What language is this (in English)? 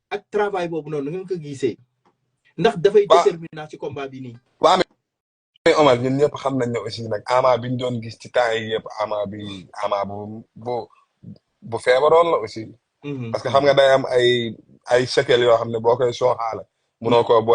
Wolof